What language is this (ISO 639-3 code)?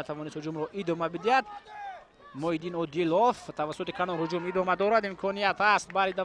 tgk